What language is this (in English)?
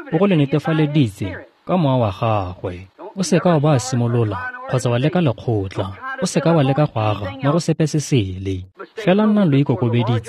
Tswana